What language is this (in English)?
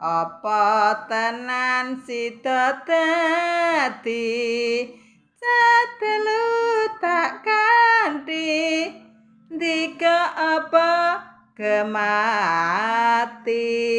Javanese